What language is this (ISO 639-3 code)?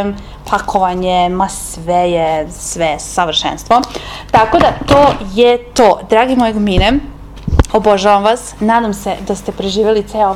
srp